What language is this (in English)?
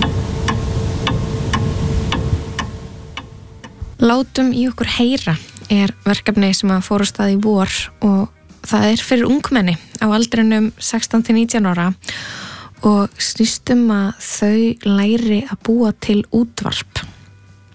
Icelandic